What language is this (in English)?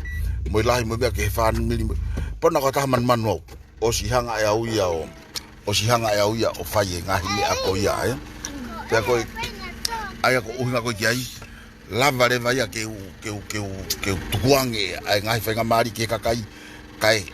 Tongan